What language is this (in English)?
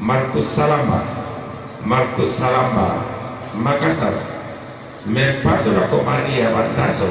Toraja-Sa'dan